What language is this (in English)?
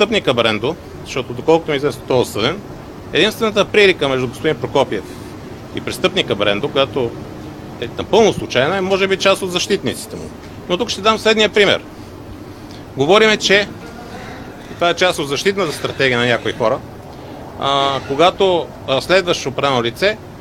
Bulgarian